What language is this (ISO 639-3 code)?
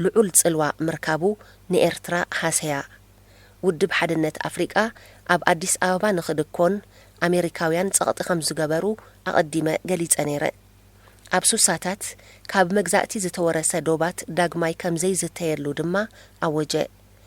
tir